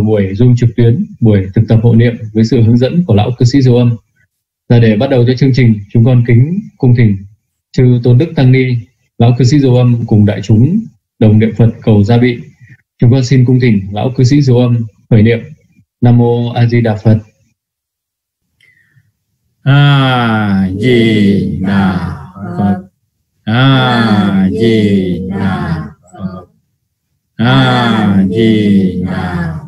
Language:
Vietnamese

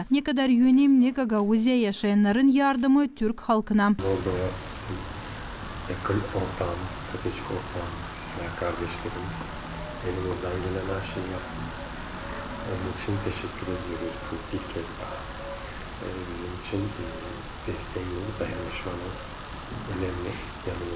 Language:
Gagauz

